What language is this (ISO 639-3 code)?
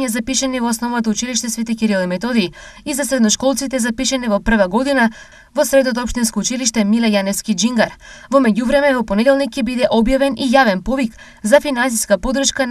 mkd